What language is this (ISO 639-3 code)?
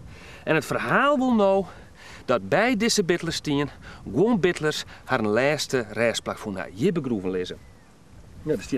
fry